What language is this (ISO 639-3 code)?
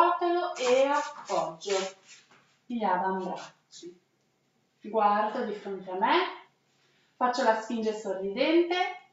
ita